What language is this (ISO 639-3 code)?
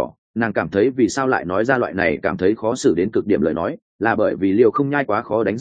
vie